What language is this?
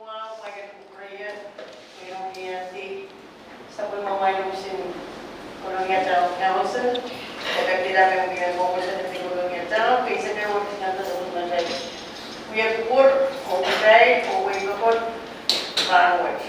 Pohnpeian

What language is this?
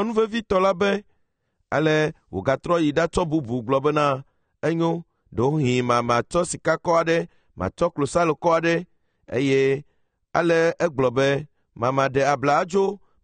Ewe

